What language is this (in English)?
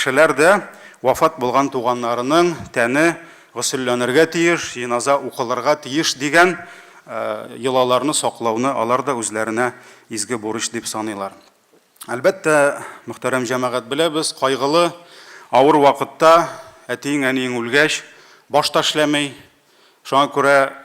Tatar